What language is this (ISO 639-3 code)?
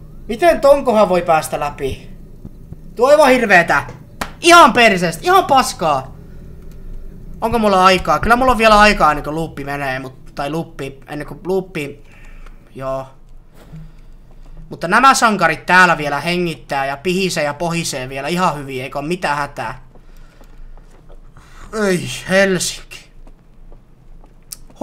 fin